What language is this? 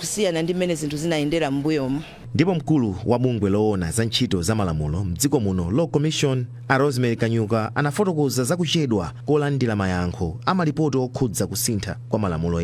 Nyanja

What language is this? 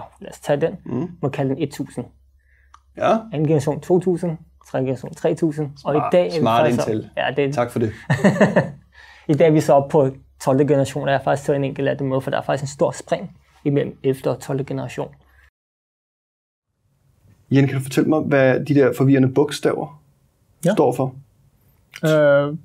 Danish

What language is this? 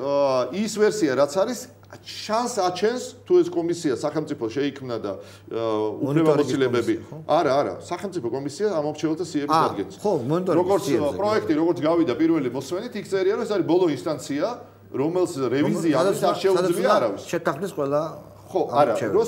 Georgian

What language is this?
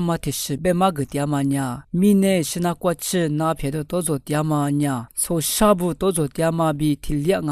Lisu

